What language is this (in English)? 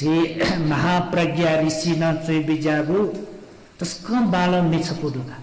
Newari